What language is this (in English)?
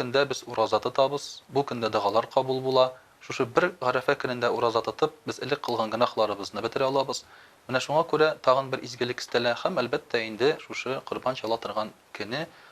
Tatar